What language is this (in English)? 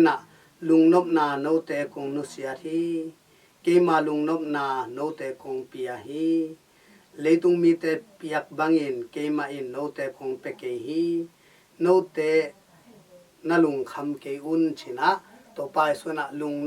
Tedim Chin